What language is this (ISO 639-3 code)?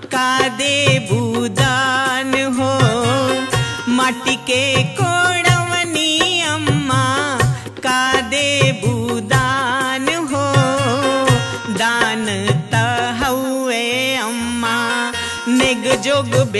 bho